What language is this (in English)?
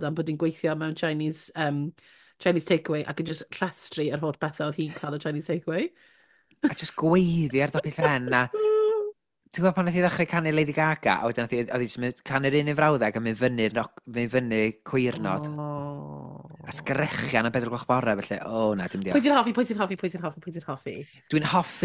Welsh